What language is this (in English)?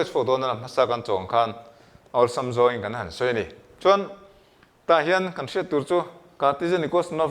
Mizo